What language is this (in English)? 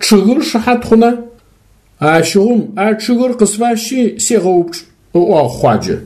Adyghe